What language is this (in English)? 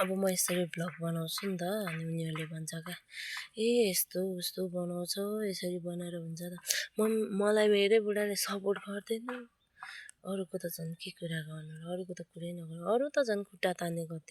Nepali